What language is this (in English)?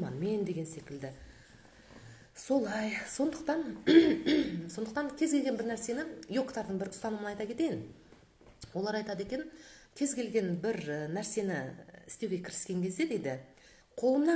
Kazakh